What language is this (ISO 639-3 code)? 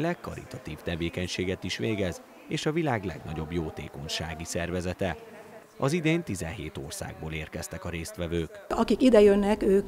hun